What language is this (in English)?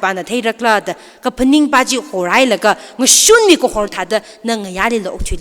Tangkhul Naga (India)